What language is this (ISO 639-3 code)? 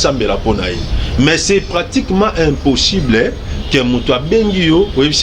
lin